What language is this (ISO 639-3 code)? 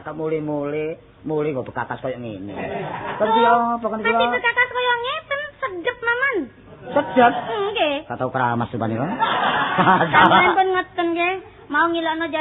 jav